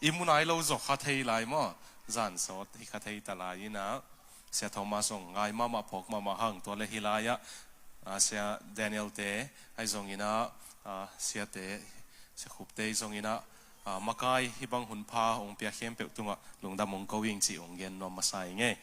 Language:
Tedim Chin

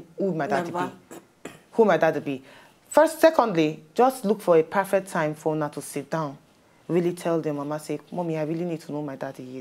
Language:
Nigerian Pidgin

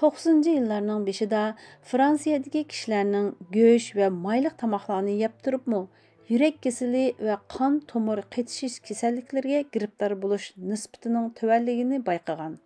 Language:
Uyghur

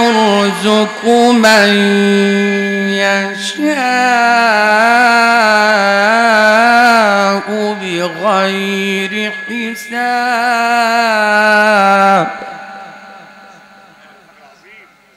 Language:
Arabic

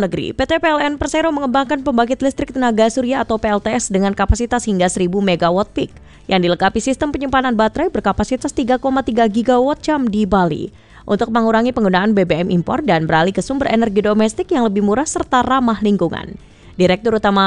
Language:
Indonesian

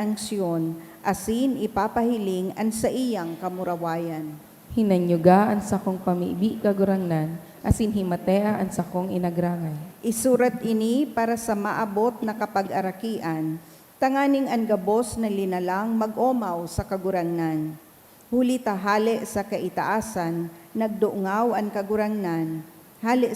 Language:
Bikol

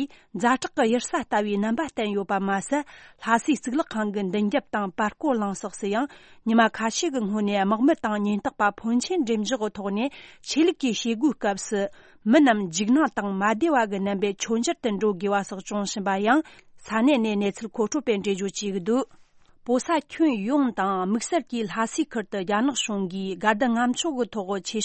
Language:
Tibetan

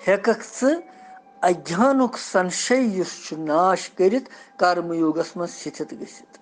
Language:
Kashmiri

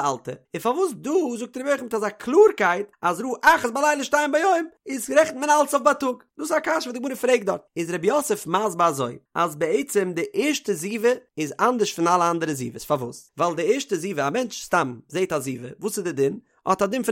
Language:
Yiddish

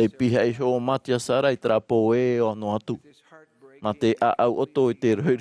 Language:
Tahitian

